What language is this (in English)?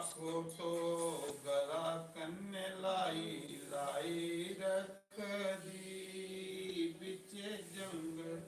Dogri